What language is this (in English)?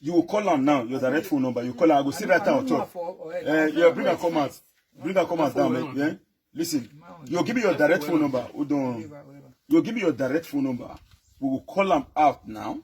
Nigerian Pidgin